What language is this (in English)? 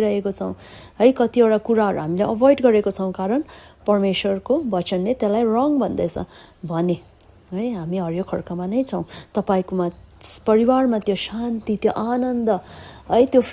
Nepali